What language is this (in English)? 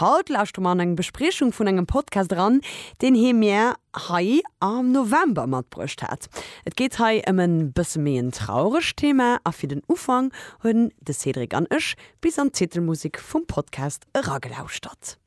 Luxembourgish